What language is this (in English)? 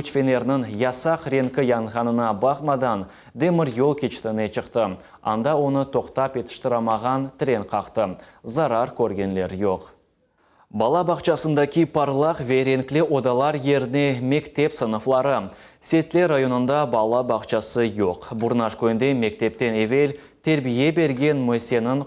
Crimean Tatar